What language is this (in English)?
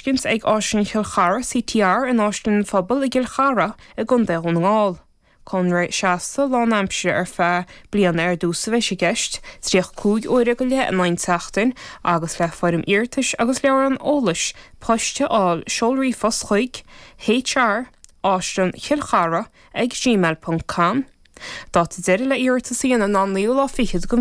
Irish